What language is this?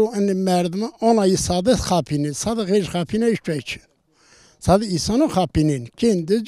Zaza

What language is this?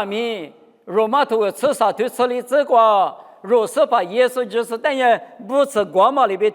Lisu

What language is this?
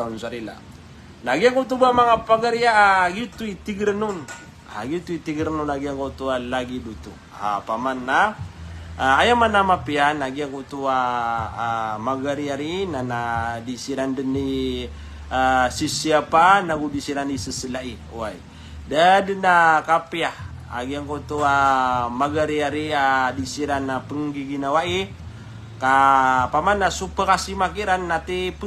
Maranao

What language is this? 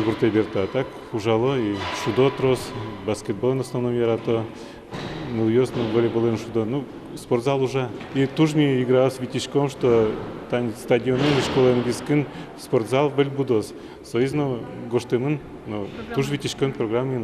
Udmurt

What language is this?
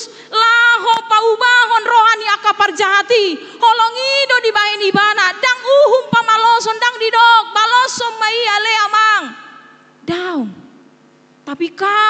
Batak Toba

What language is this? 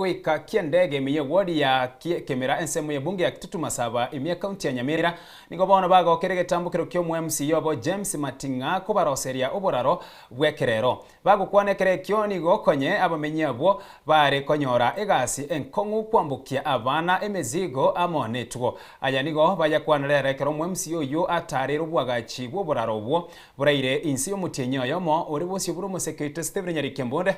Gusii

